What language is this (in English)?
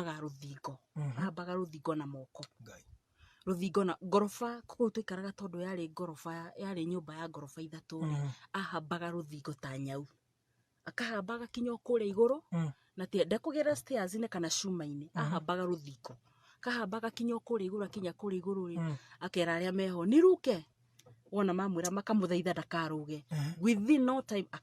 Kikuyu